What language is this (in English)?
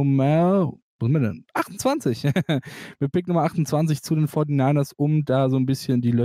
German